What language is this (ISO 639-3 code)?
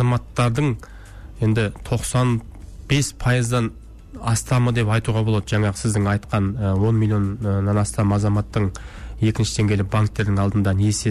kaz